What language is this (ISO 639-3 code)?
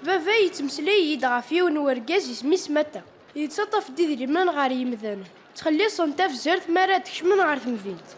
kab